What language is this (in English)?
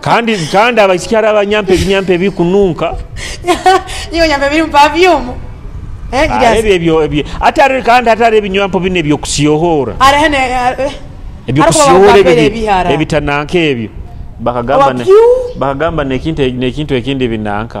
Nyoro